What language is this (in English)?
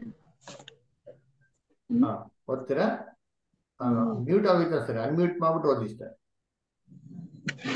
Kannada